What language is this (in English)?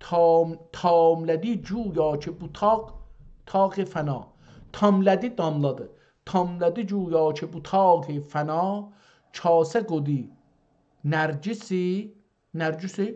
South Azerbaijani